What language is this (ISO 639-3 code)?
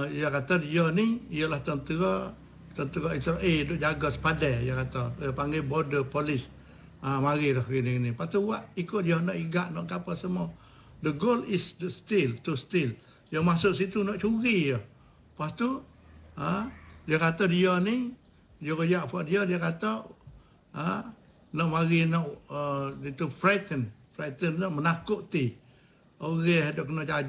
msa